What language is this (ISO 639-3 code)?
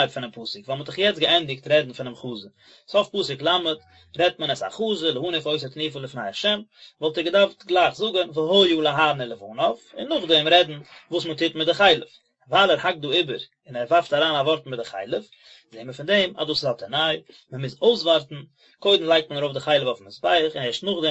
yid